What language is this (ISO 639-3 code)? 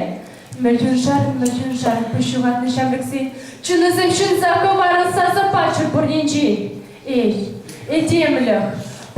chv